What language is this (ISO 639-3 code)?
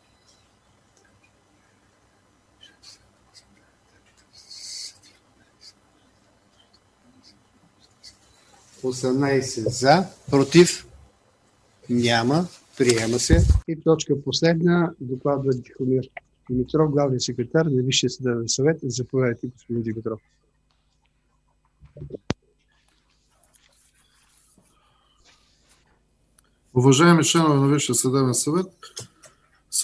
bul